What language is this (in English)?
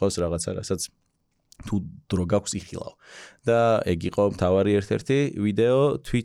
Georgian